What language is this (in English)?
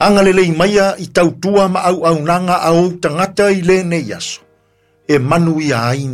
Samoan